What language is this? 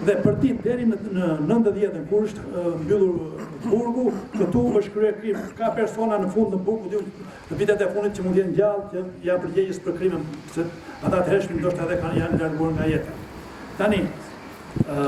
Albanian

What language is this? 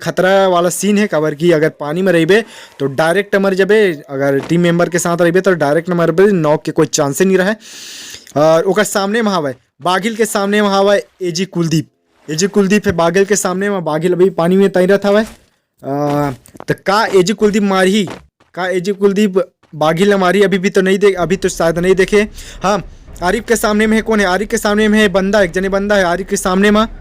Chhattisgarhi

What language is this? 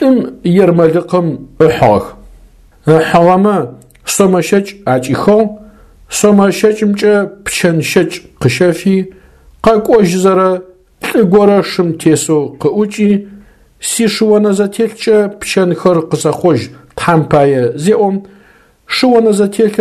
Adyghe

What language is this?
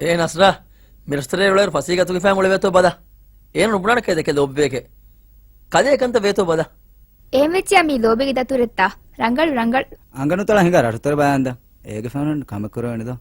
Divehi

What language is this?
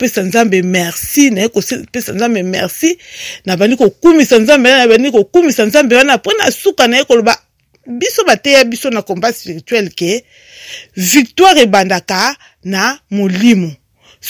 Lingala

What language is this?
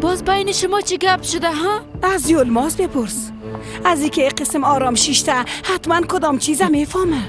Persian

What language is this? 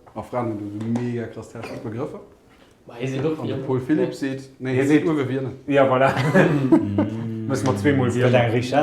Luxembourgish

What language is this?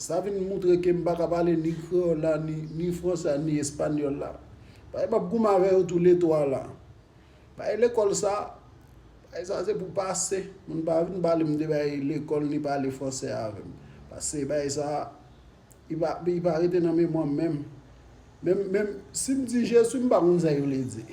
Haitian Creole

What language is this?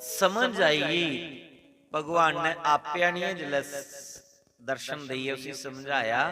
Dogri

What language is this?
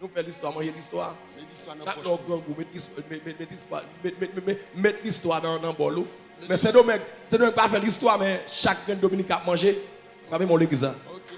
Haitian Creole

